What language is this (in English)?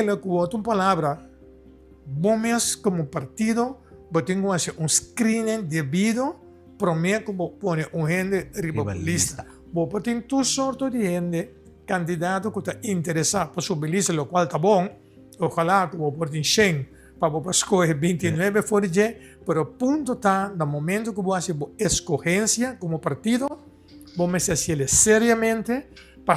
Papiamento